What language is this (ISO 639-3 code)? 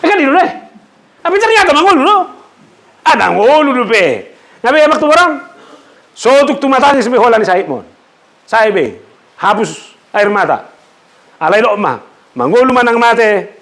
bbc